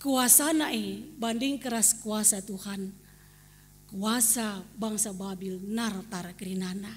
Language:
Batak Karo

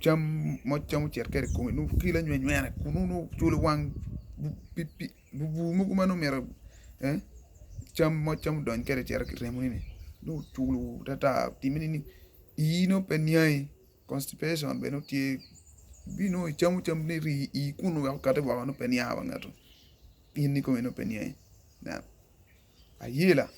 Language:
Acoli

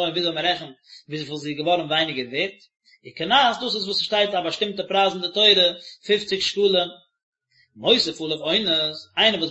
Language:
Yiddish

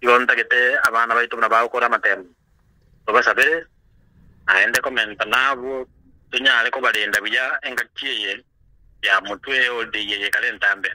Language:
Gusii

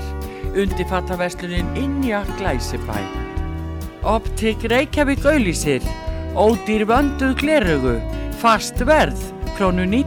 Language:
Icelandic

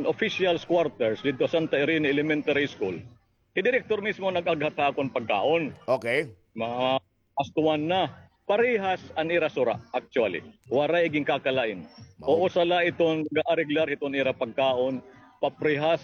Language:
Waray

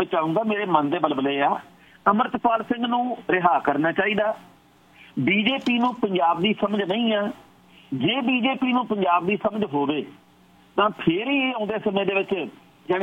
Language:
Punjabi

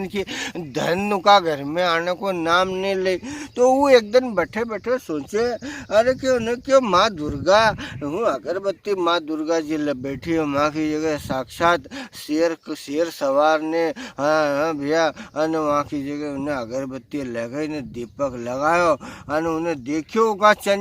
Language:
Rajasthani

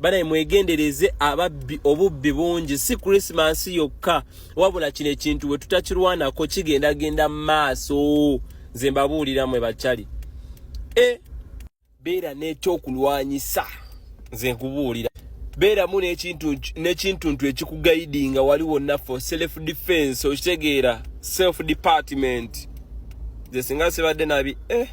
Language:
Ganda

